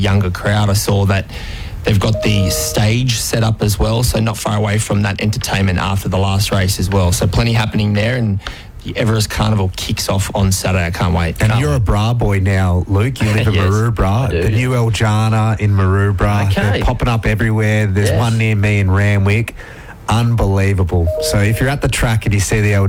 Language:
English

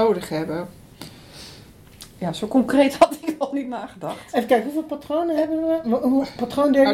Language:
Dutch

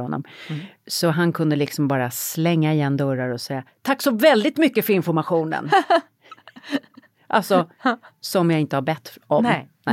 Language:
Swedish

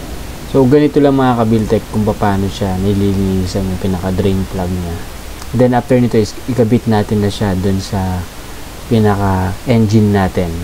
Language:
Filipino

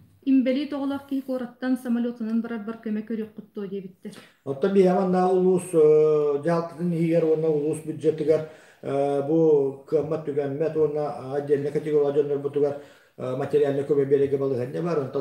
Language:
Yakut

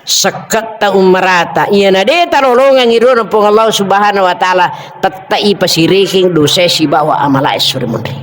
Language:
Buginese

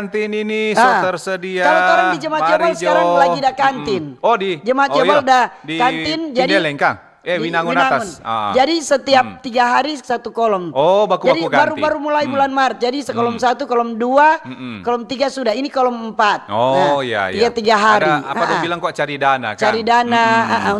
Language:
Manado Malay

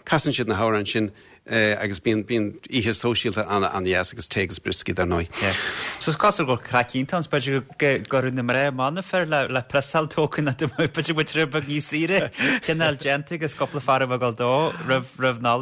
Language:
Irish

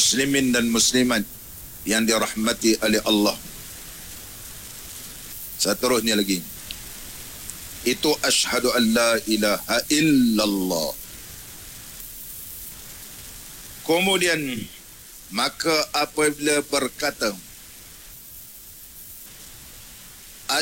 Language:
Malay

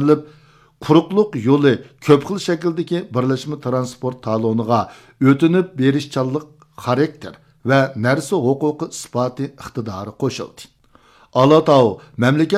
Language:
Uyghur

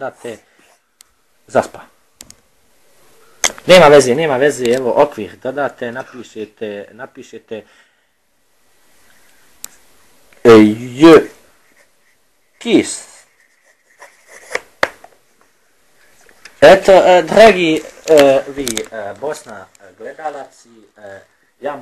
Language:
Bosnian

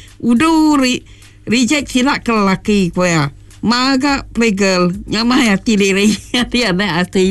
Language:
Iban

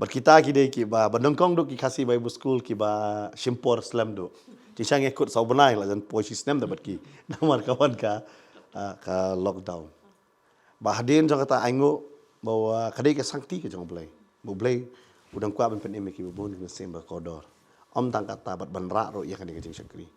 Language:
Khasi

